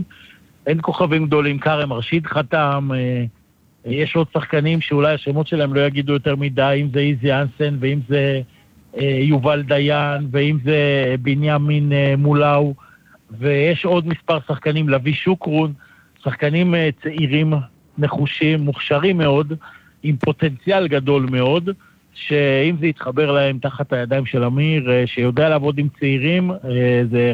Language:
Hebrew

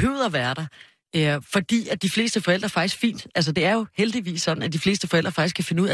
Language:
Danish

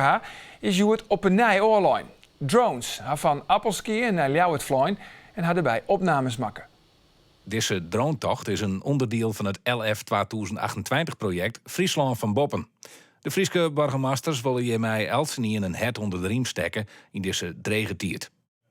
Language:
Western Frisian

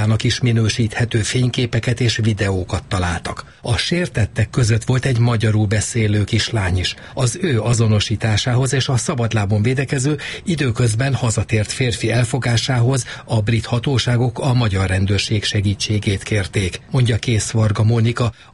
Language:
Hungarian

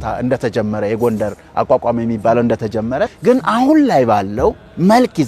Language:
Amharic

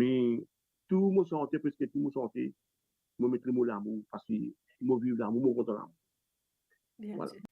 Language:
Morisyen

